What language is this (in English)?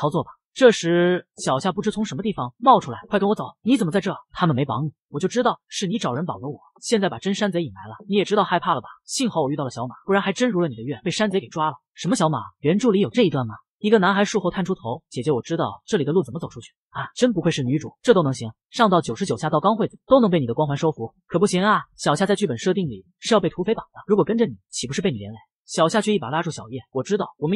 Chinese